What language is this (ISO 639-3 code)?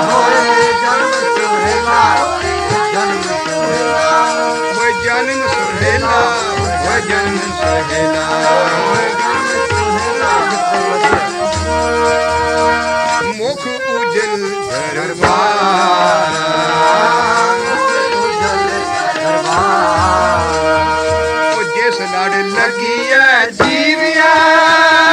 pan